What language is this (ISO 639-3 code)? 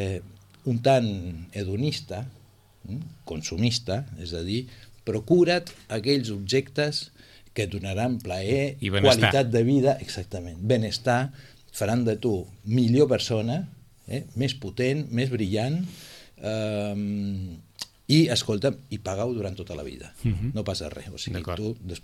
cat